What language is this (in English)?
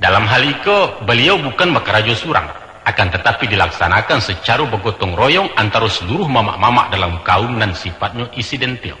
Minangkabau